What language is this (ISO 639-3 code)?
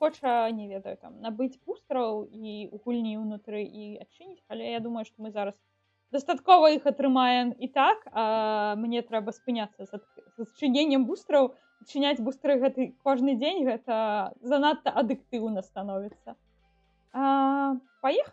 bel